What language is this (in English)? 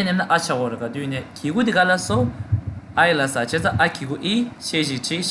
Tibetan